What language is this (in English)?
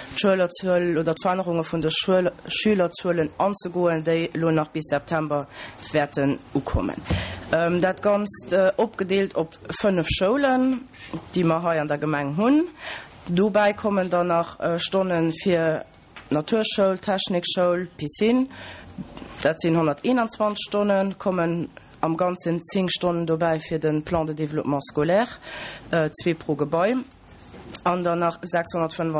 Luxembourgish